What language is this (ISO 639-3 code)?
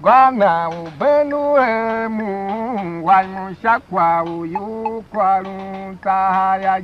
tiv